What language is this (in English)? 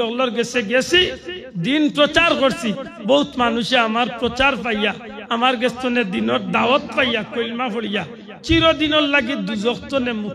Sylheti